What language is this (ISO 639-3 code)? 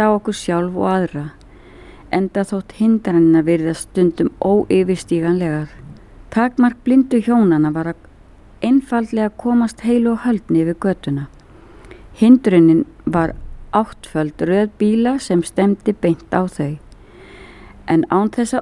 isl